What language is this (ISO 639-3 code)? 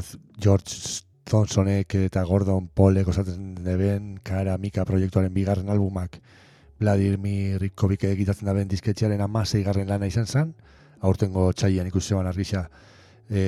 eus